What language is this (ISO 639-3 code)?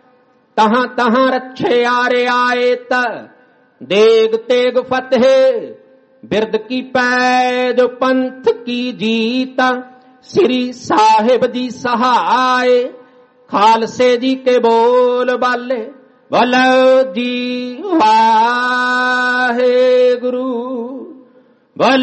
pan